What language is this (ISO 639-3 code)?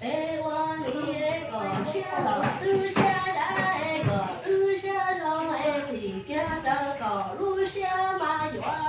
hmn